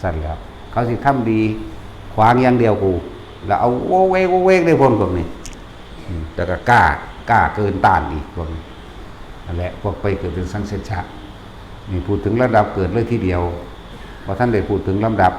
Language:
Northeastern Thai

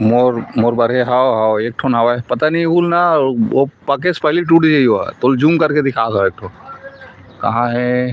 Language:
Chhattisgarhi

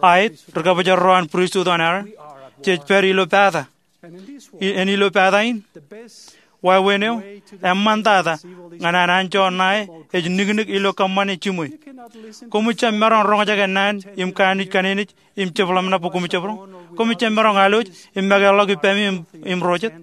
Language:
Marshallese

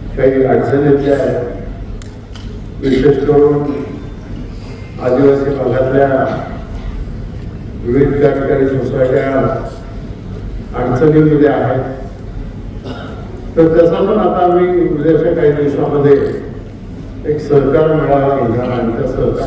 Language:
Marathi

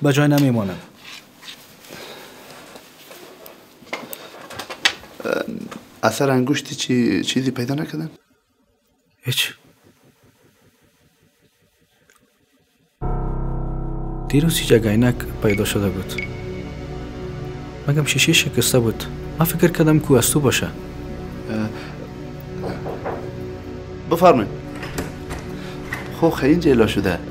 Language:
Persian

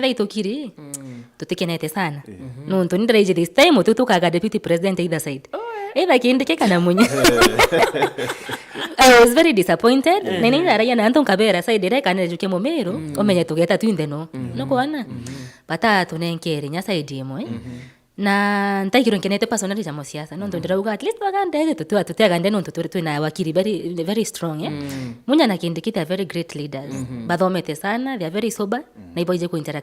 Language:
Meru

